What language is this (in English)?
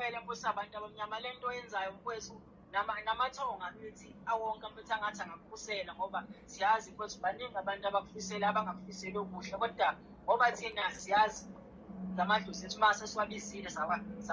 Zulu